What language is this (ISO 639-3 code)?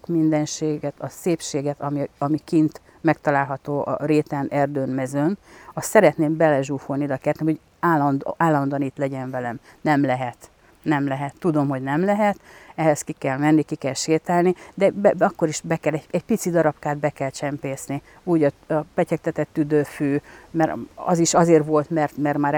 hun